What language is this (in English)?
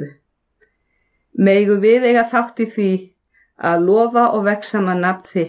Icelandic